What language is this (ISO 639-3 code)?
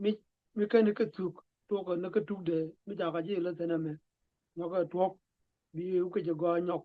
nus